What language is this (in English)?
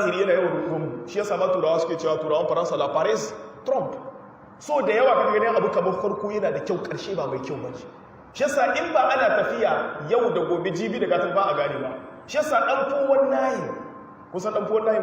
Hausa